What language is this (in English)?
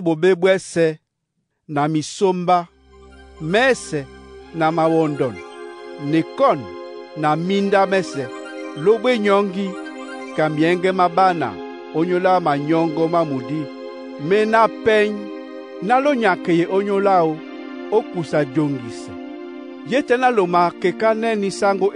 Duala